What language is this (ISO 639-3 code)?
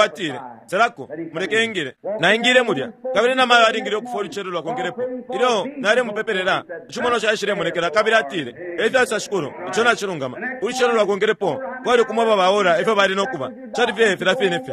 bem